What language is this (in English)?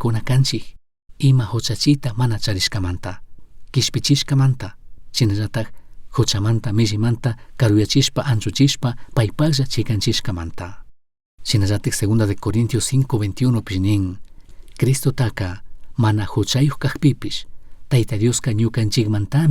Chimborazo Highland Quichua